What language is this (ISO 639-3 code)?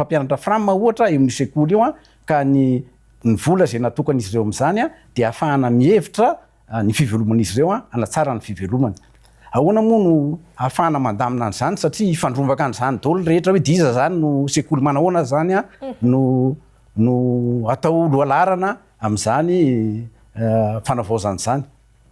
mlg